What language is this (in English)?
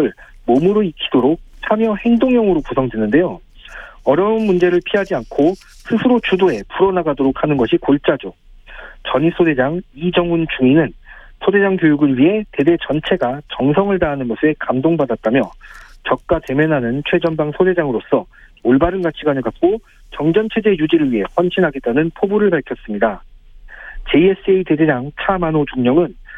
Korean